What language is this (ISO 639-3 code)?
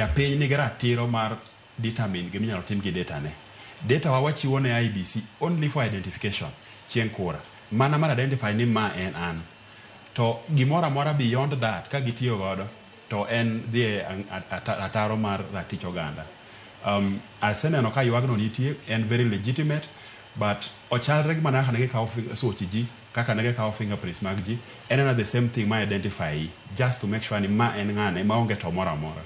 luo